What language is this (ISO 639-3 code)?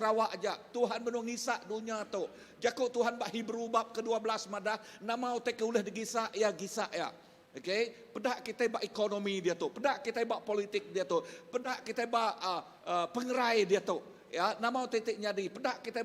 iba